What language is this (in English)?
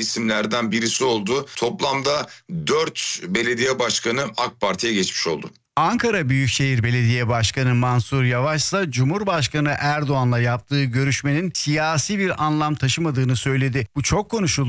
Turkish